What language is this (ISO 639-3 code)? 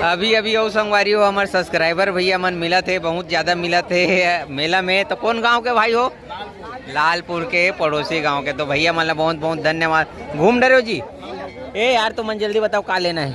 hne